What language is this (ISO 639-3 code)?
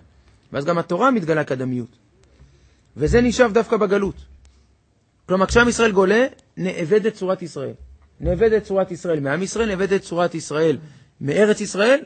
heb